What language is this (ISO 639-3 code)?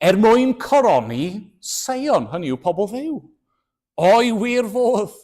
cym